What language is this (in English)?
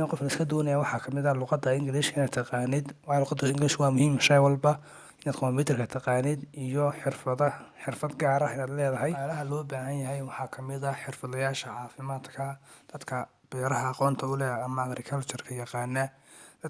Somali